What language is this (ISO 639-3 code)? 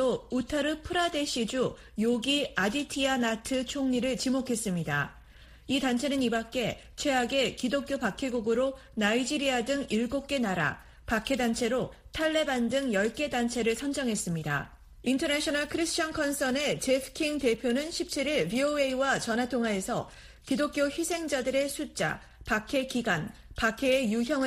kor